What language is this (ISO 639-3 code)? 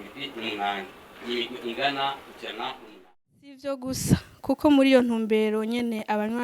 run